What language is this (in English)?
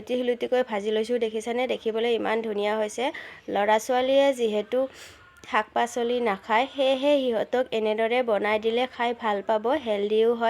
Assamese